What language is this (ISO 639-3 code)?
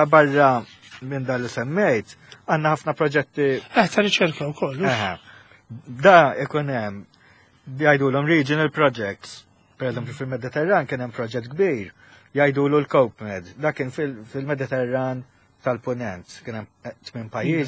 mlt